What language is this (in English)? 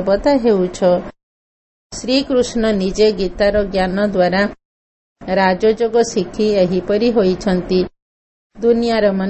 Odia